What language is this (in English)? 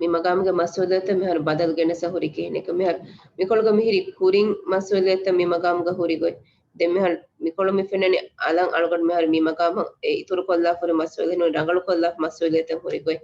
Divehi